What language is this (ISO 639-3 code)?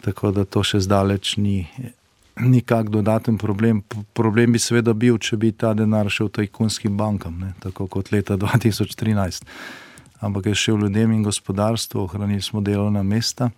slv